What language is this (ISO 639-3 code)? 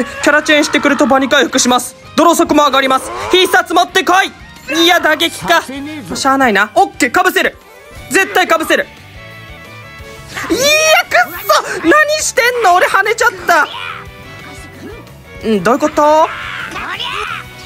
jpn